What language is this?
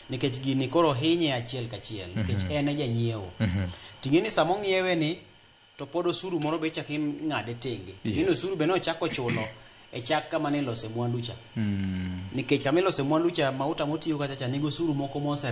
Luo (Kenya and Tanzania)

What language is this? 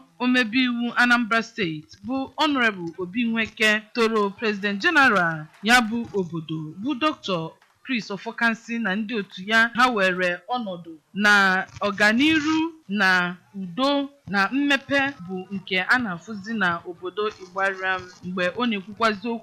Igbo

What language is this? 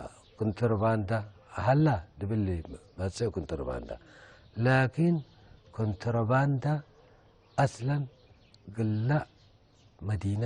Tigre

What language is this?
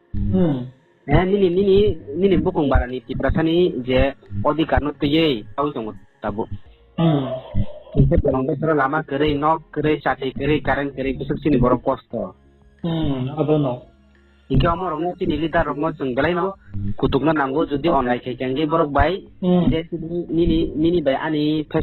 Riang (India)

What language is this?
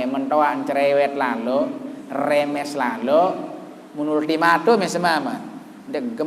Sasak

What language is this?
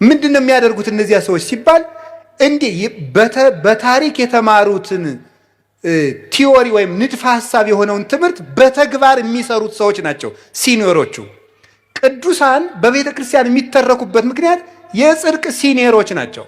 Amharic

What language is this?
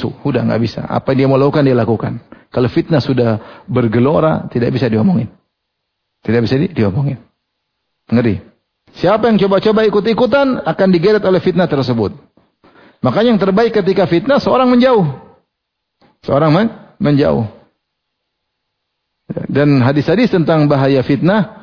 Indonesian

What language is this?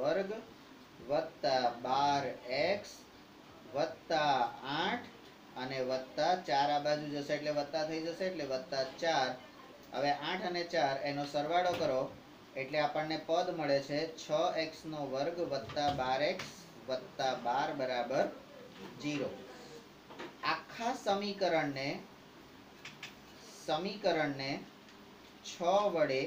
Gujarati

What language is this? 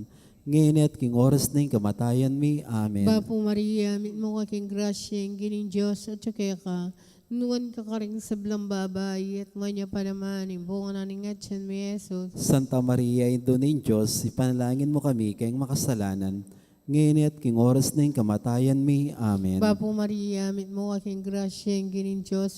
Pampanga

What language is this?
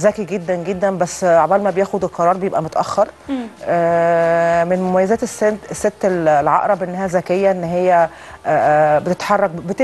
Egyptian Arabic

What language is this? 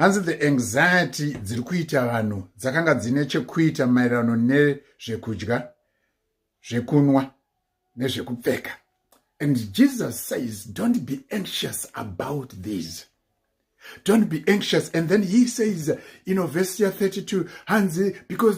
Shona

